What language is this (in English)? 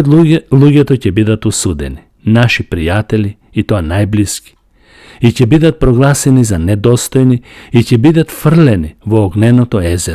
Macedonian